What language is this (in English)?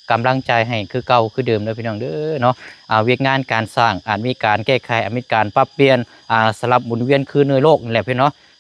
Lao